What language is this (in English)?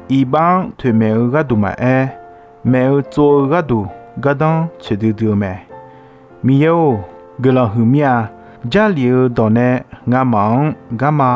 Akha